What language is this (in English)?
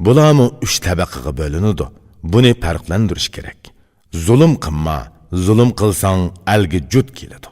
Uyghur